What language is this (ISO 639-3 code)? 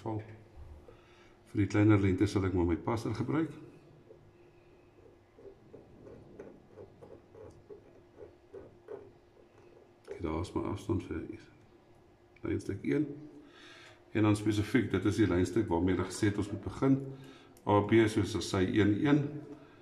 afr